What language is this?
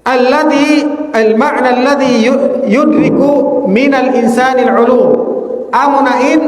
Tausug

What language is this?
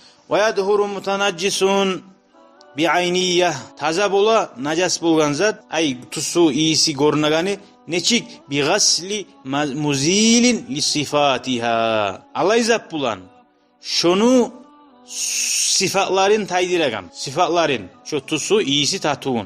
Kumyk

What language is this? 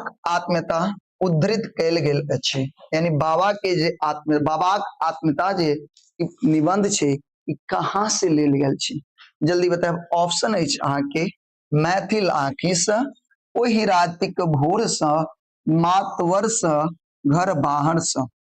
Maithili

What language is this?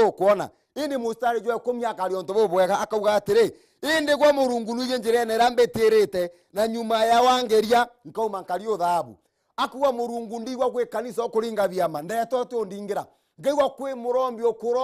Meru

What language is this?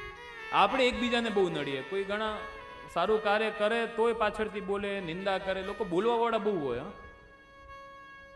Gujarati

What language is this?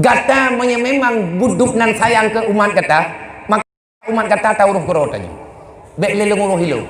Achinese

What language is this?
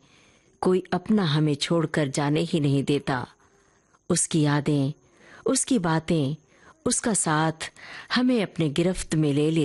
Hindi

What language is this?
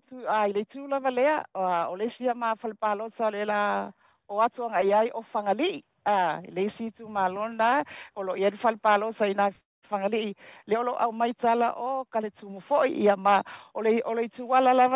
Samoan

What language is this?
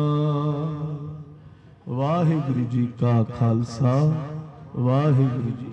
Punjabi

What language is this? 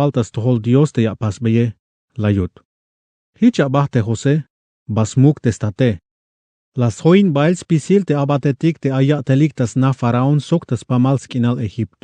Tzeltal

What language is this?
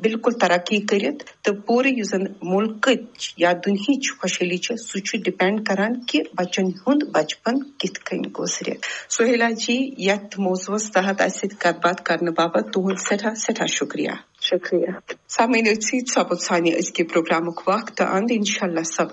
Kashmiri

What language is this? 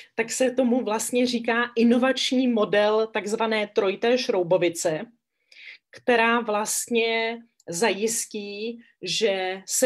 Czech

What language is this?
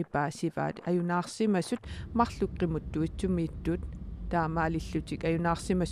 Kalaallisut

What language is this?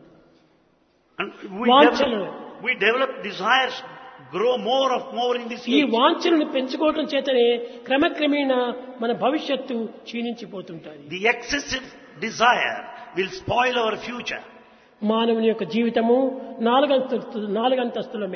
Telugu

